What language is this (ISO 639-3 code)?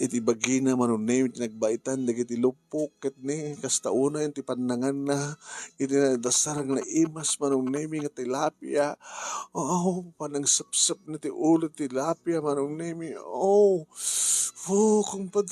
ilo